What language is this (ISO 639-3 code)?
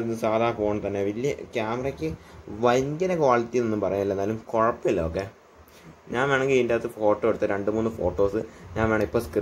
mal